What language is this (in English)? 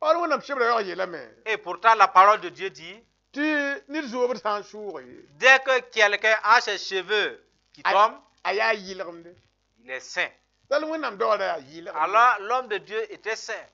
Mossi